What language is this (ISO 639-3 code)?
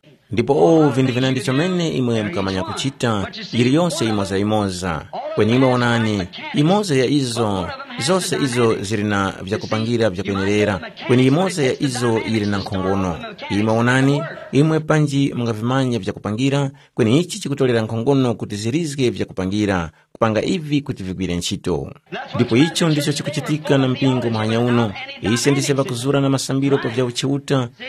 tum